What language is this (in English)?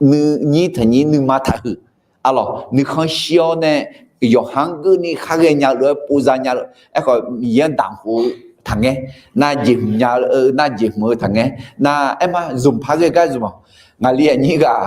Akha